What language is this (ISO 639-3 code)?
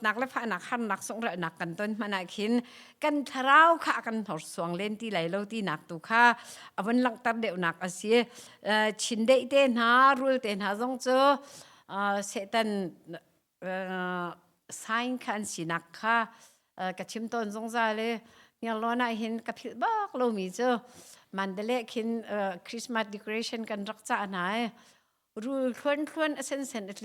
cnh